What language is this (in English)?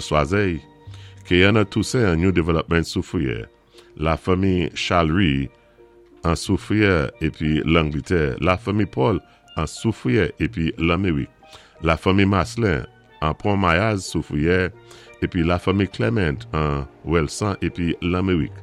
Saint Lucian Creole French